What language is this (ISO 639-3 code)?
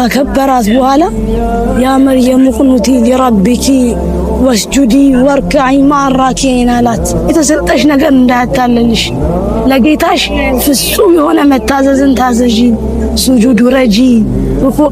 amh